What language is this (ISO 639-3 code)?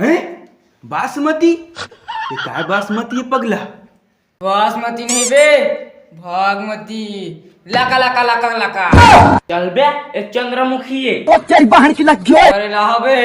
hne